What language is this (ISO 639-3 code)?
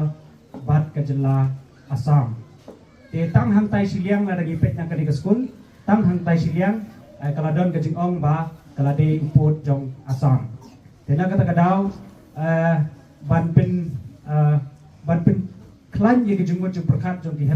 kha